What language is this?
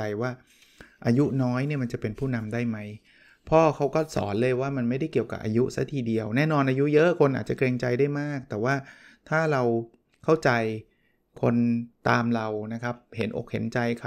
Thai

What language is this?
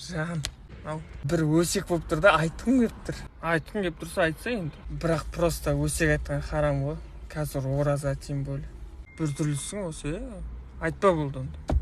Kazakh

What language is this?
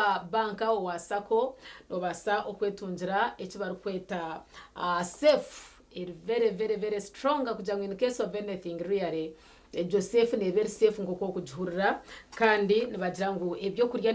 Nyankole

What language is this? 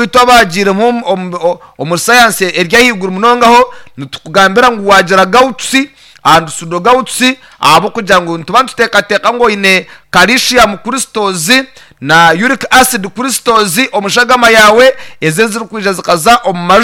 Nyankole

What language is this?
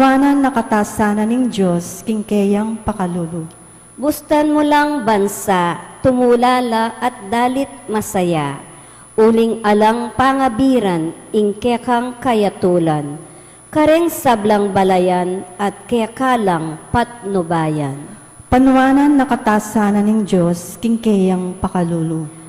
Pampanga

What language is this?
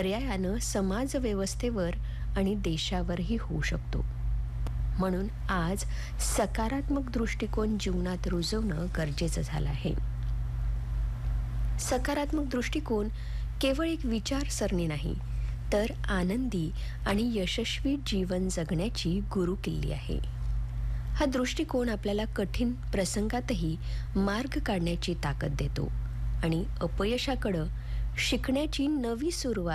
Marathi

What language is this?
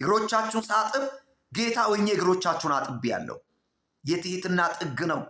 Amharic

